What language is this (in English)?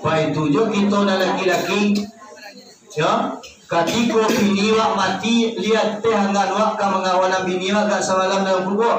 Minangkabau